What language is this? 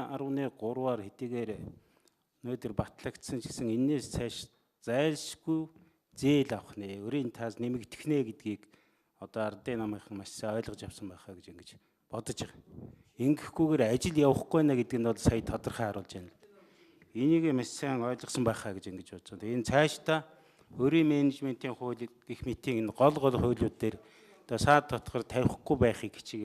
Mongolian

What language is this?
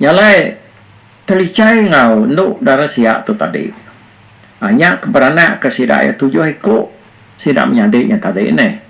Iban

